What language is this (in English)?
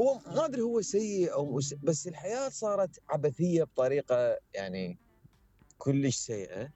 Mesopotamian Arabic